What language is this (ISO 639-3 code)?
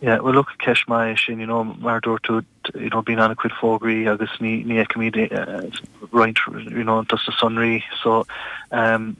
gle